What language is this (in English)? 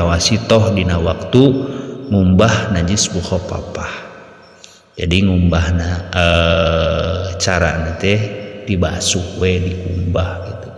Sundanese